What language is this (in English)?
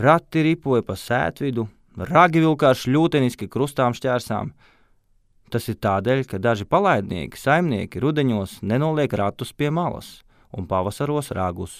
Latvian